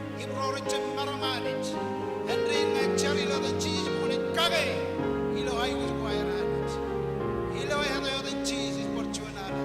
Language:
Marshallese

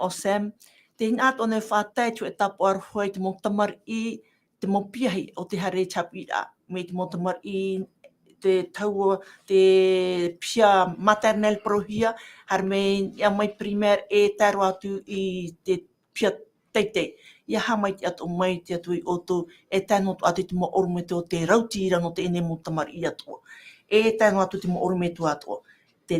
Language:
Tahitian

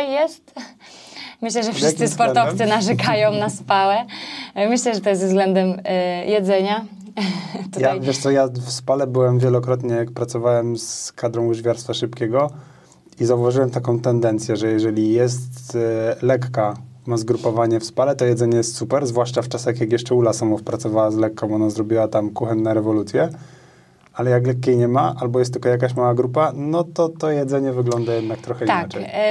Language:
Polish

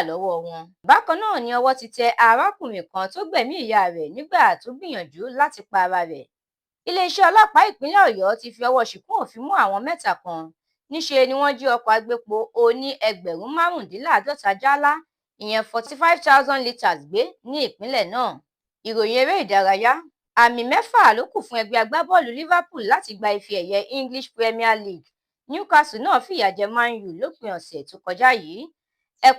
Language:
Yoruba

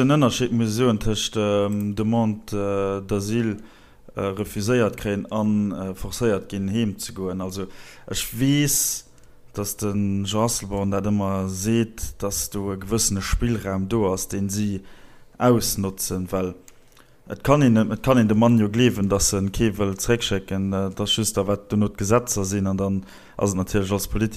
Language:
Luxembourgish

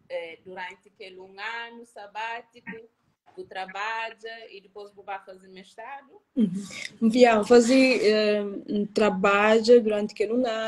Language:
Kabuverdianu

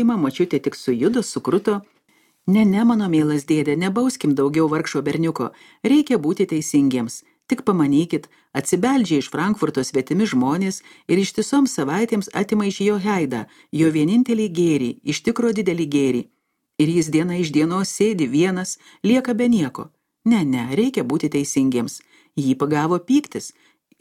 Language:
Lithuanian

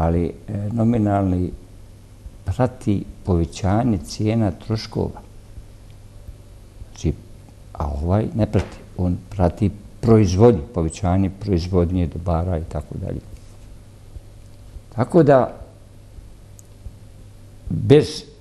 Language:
Bosnian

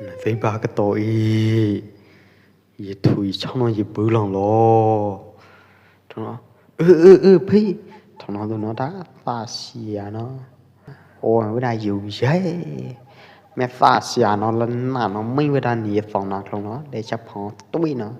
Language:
Pwo Eastern Karen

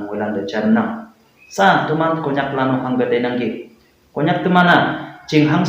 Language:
Konyak Naga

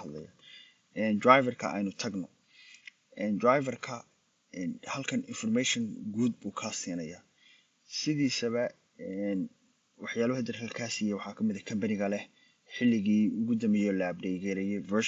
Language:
Somali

